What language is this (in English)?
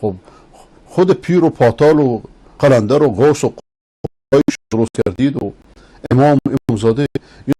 Persian